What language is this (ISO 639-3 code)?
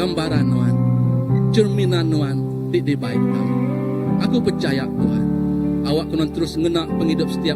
iba